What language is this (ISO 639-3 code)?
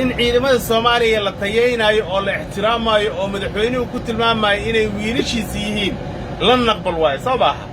som